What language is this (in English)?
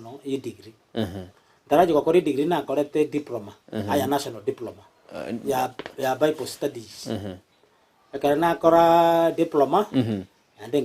Gusii